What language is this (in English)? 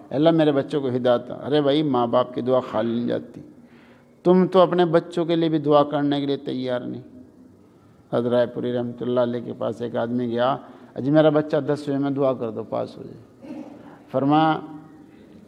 Urdu